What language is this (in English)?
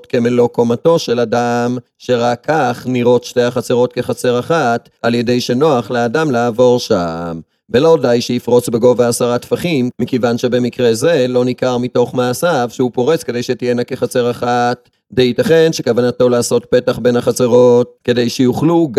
Hebrew